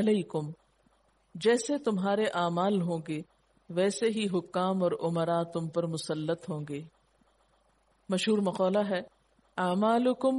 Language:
Urdu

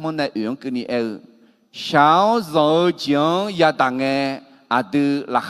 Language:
Akha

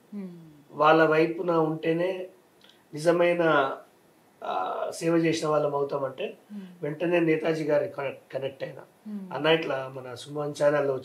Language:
Telugu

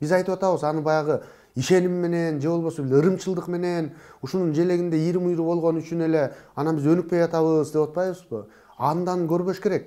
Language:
Kyrgyz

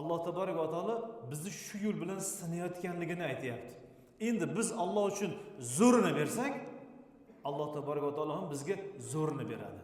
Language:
Uzbek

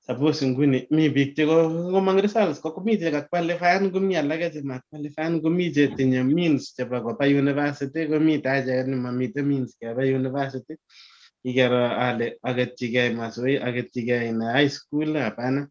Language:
Kalenjin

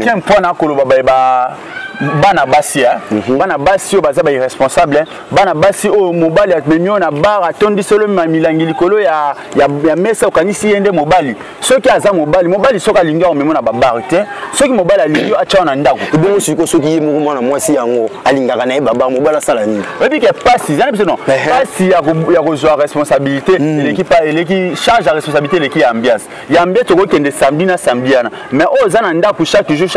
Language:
Lingala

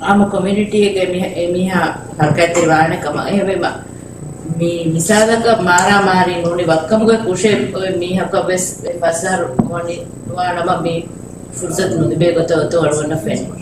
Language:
Divehi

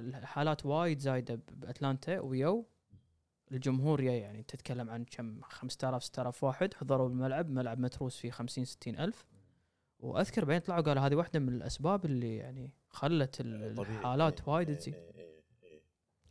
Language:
Gulf Arabic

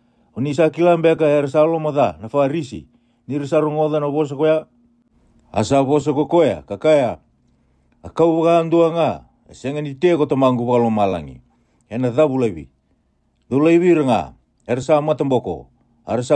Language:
Fijian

